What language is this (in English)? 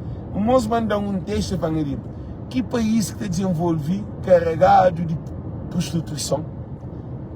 Kabuverdianu